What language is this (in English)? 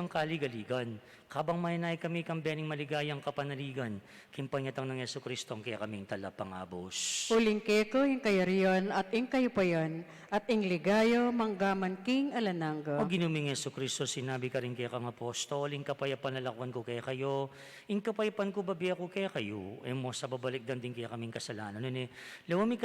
Pampanga